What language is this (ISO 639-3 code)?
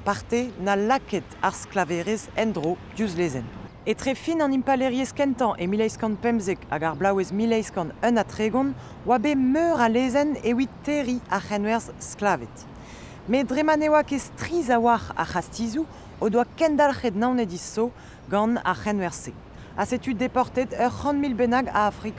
bre